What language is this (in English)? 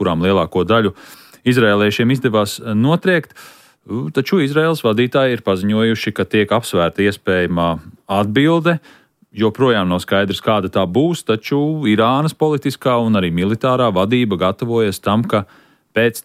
Latvian